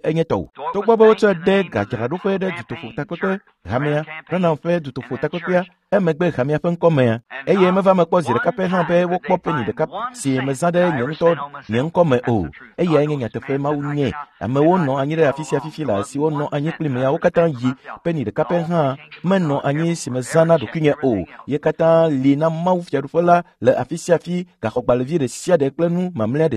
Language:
Ewe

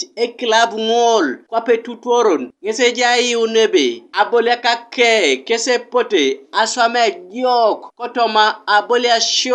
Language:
Teso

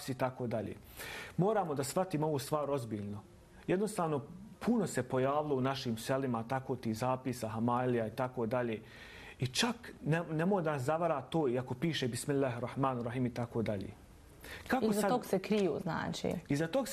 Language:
Bosnian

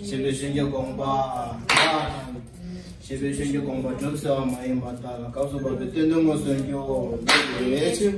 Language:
Tibetan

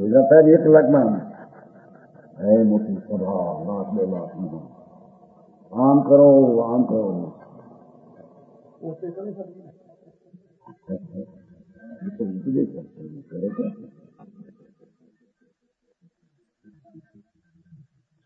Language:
Gujarati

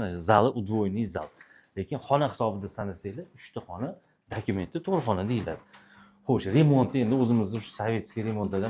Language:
Uzbek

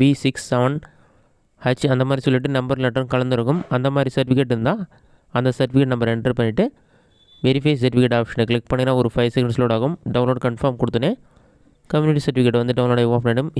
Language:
Tamil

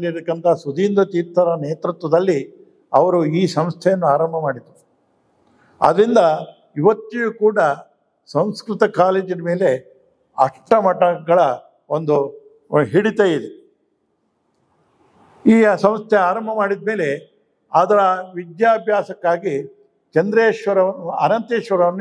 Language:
Kannada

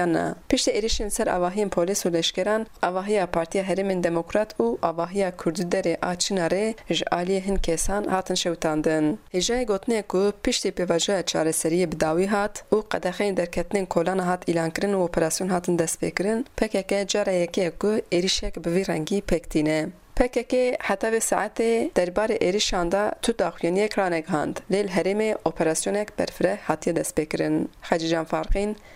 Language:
Kurdish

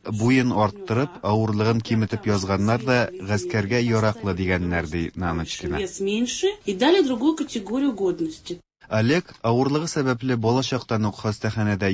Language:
Tatar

